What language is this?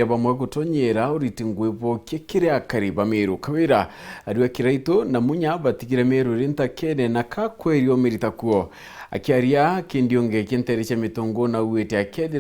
Meru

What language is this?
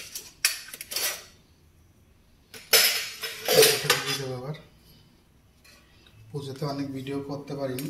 Bangla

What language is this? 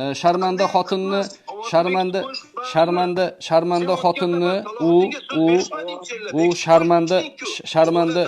Uzbek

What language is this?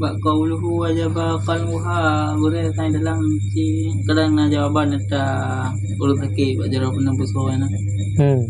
Achinese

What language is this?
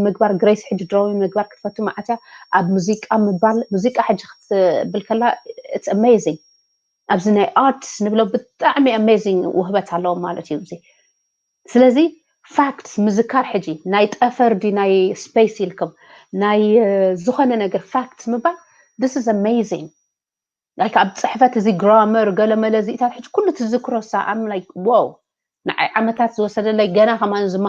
Tigrinya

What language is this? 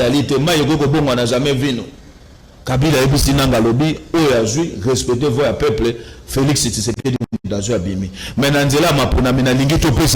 Lingala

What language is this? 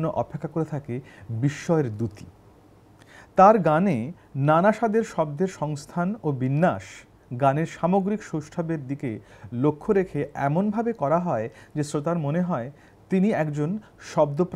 Bangla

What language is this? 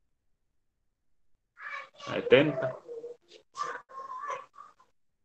Spanish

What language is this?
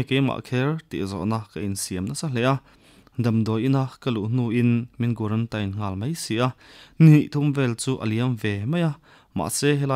Mizo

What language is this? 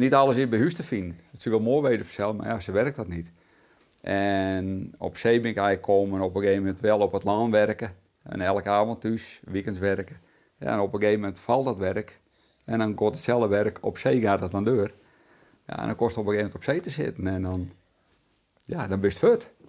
Western Frisian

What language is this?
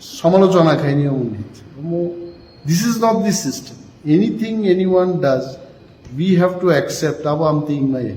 Kok Borok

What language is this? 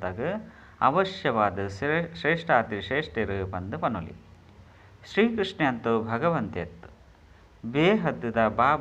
Tulu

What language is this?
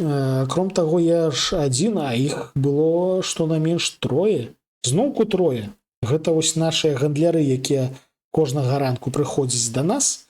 Belarusian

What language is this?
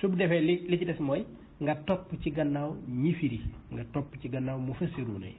Wolof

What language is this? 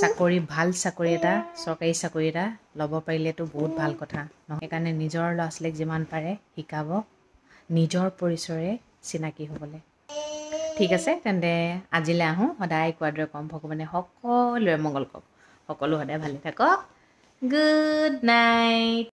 Assamese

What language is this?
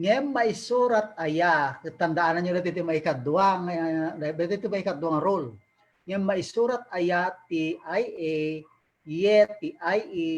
Iloko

